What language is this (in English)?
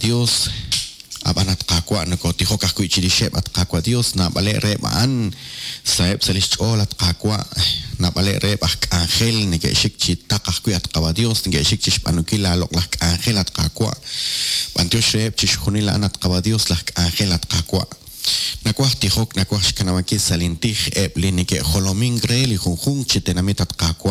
Kekchí